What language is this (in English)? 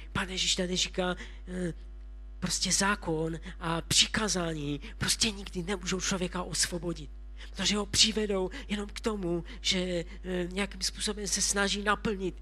Czech